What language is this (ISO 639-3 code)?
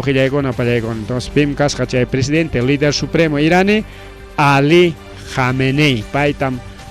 quy